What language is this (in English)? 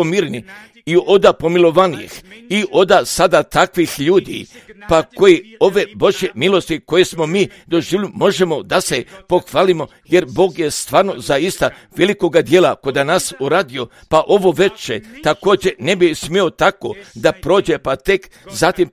Croatian